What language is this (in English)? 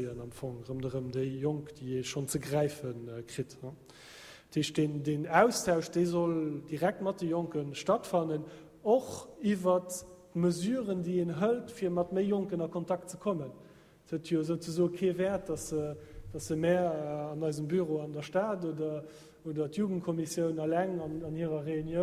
Luxembourgish